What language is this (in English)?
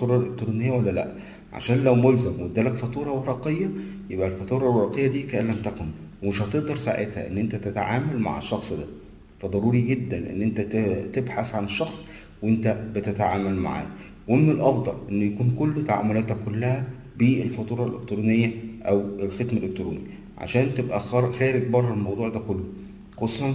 Egyptian Arabic